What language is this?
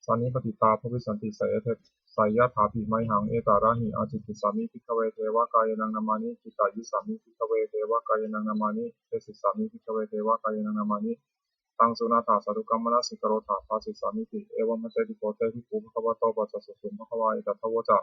Pali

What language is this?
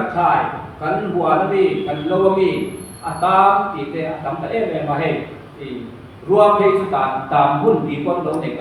Mizo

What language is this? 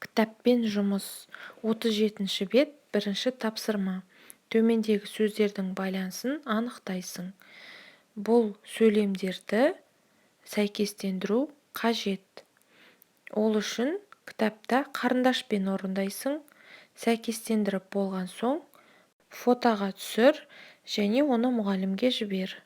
Kazakh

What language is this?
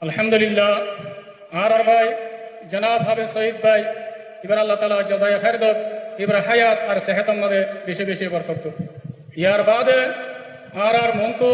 Rohingya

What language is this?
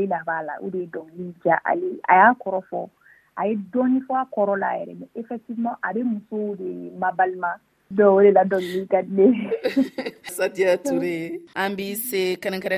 Dyula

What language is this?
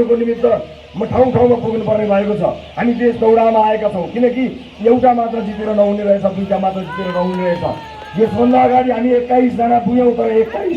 Nepali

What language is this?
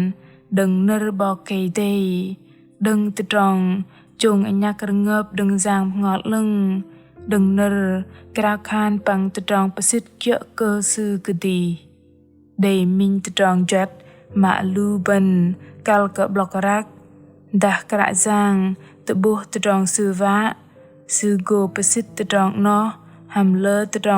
Bahnar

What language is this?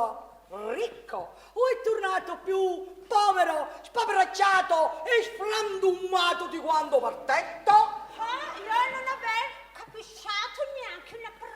Neapolitan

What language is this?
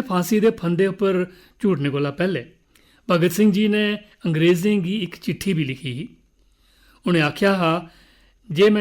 Dogri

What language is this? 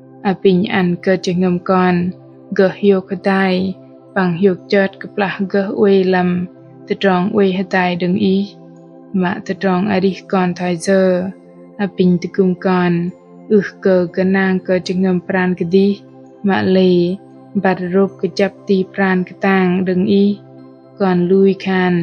Bahnar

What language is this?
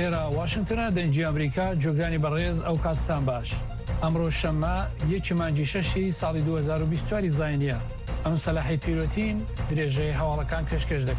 Central Kurdish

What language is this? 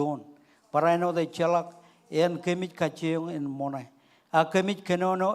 Marshallese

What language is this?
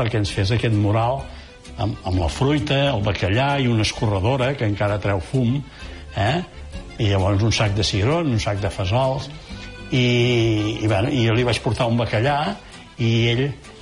Catalan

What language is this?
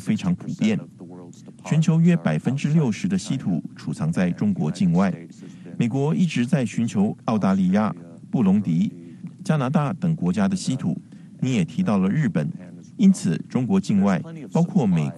Chinese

